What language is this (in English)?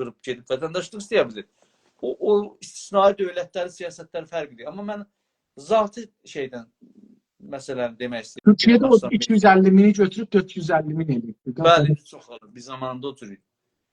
South Azerbaijani